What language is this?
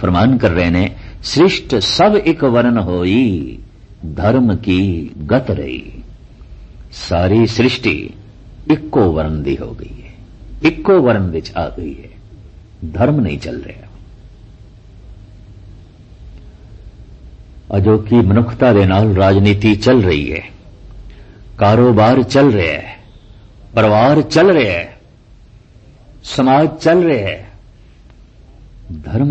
Punjabi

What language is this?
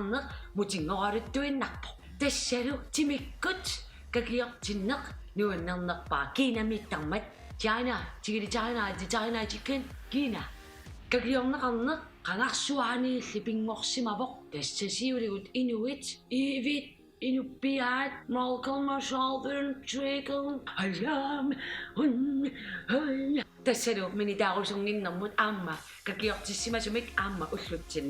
Kalaallisut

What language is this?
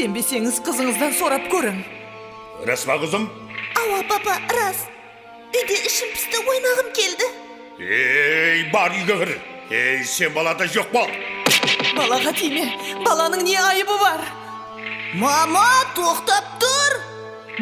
Kara-Kalpak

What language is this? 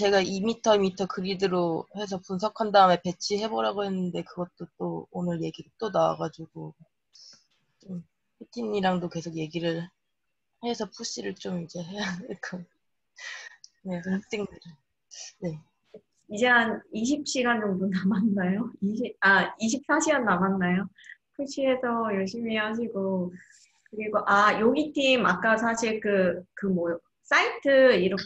Korean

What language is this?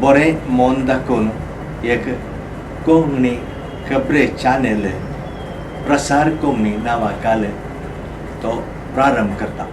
Konkani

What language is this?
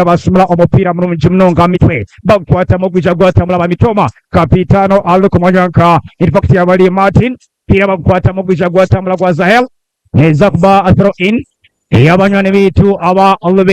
Nyankole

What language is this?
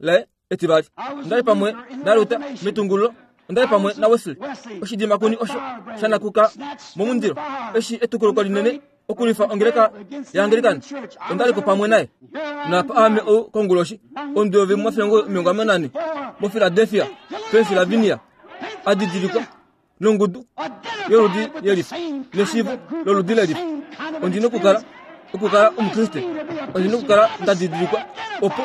Kuanyama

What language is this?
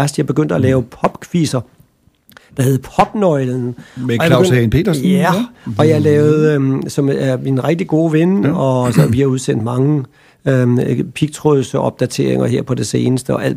Danish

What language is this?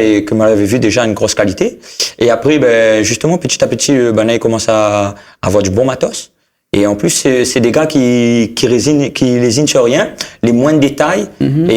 Réunion Creole French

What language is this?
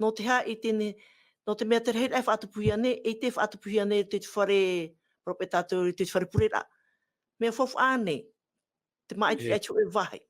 Tahitian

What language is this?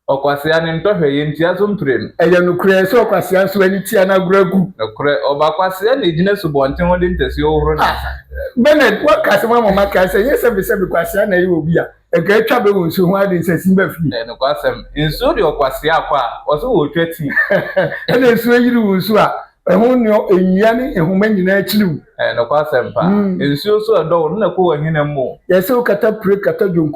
Akan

